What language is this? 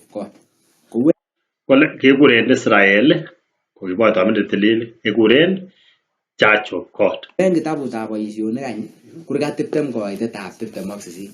Kalenjin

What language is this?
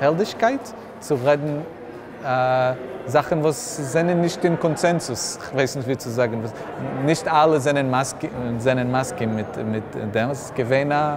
Yiddish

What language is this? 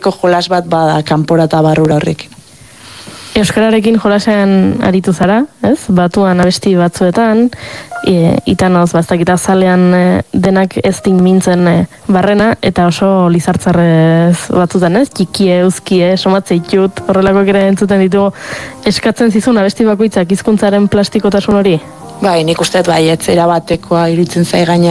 Basque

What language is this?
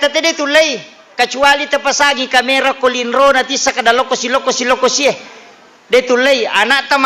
Buginese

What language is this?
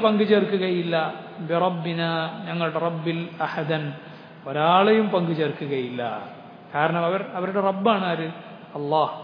Malayalam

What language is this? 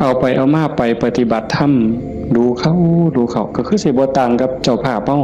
Northeastern Thai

